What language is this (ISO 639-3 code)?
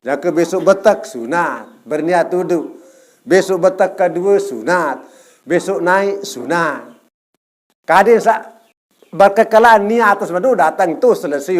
sas